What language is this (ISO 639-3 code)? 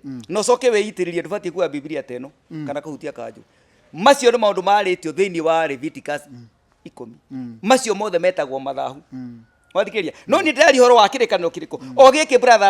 kik